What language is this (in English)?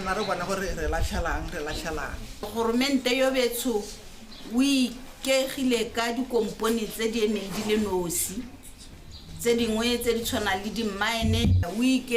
Tswana